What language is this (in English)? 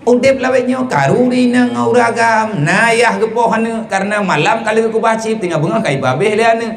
Achinese